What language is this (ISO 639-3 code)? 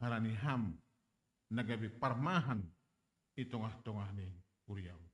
bts